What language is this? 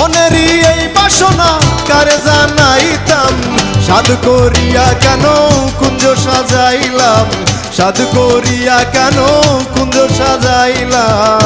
Sylheti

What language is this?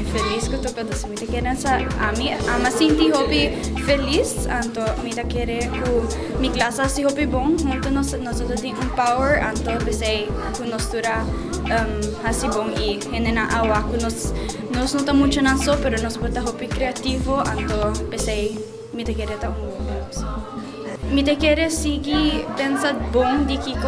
Papiamento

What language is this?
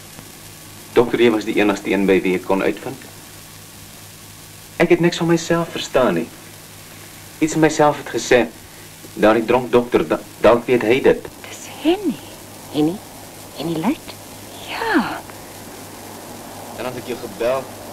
Afrikaans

